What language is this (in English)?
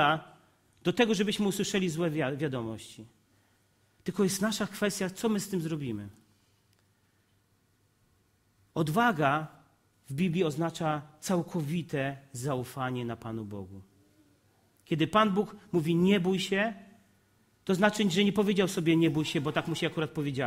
Polish